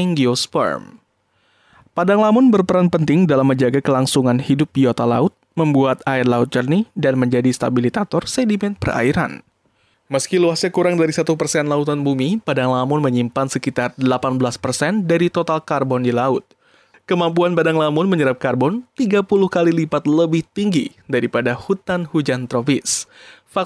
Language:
Indonesian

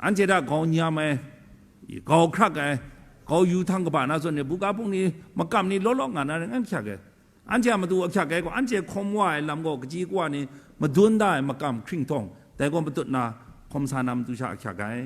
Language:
Kachin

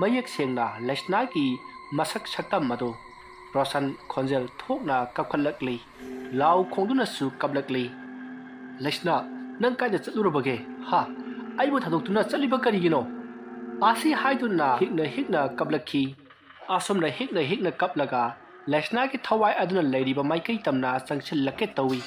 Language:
Manipuri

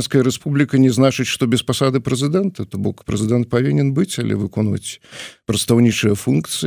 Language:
Belarusian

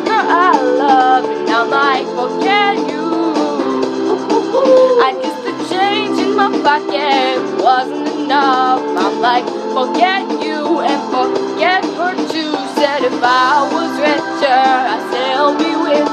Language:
English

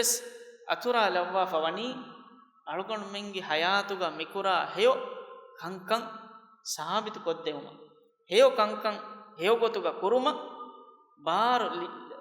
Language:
Divehi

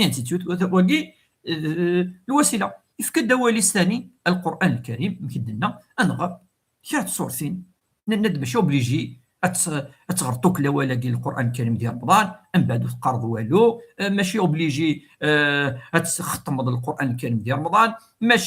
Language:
Kabyle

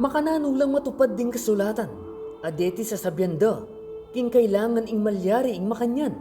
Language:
Pampanga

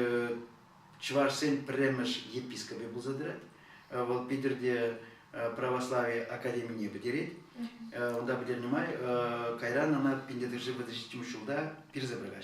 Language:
Chuvash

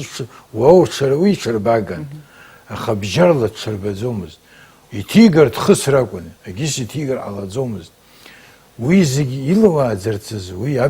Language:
Abkhazian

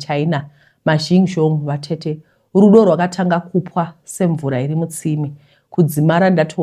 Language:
Shona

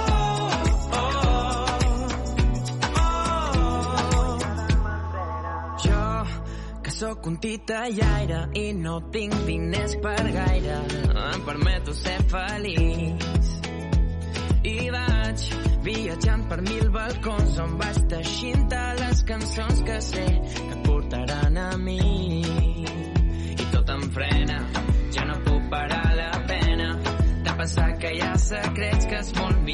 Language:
Catalan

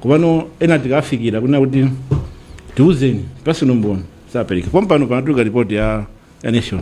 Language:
Nyanja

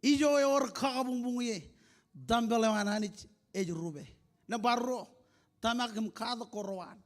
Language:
Marshallese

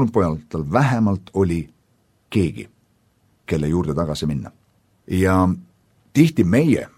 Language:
Estonian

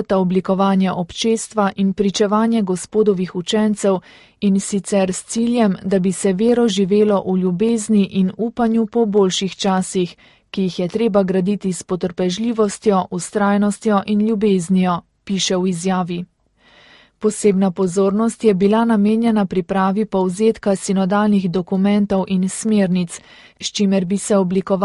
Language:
Slovenian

